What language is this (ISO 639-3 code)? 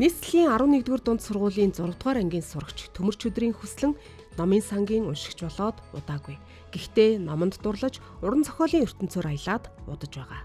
mon